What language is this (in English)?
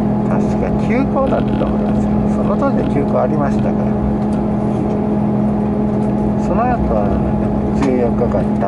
Japanese